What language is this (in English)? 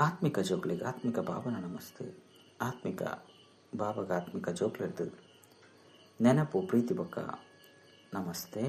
Tulu